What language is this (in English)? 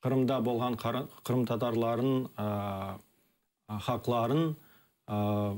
Crimean Tatar